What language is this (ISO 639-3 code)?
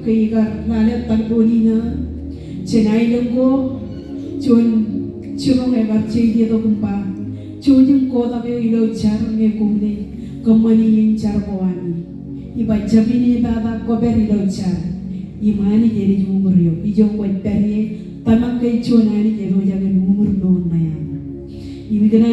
mah